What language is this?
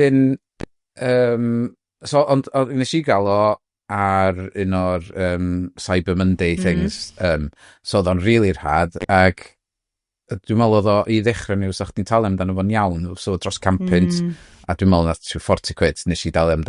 Welsh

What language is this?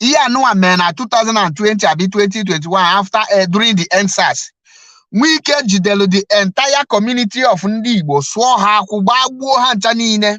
Igbo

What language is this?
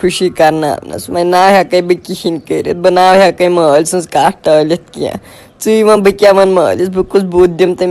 Kashmiri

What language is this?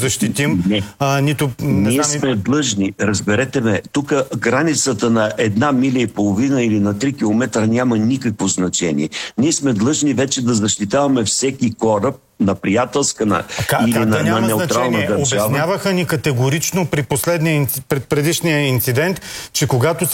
Bulgarian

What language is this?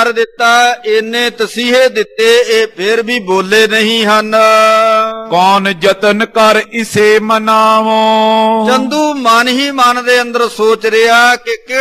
Punjabi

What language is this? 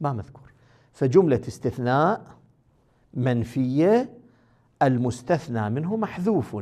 Moroccan Arabic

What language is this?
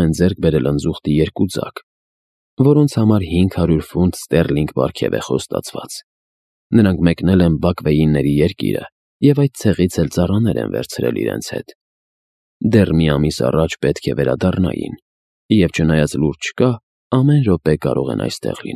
Armenian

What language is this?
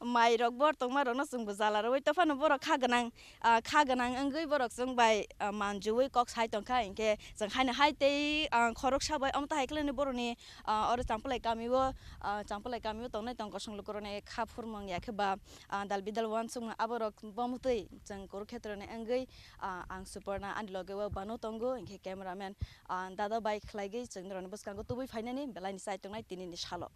Kok Borok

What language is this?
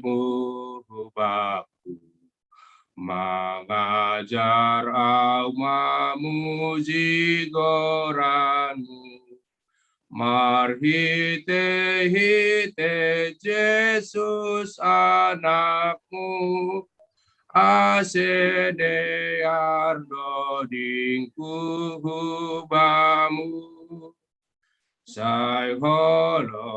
Batak Simalungun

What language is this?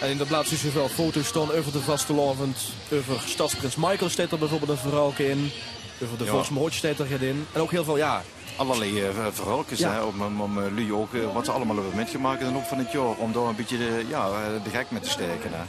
Limburgish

